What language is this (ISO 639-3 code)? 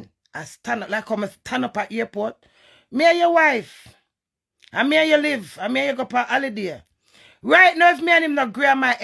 jam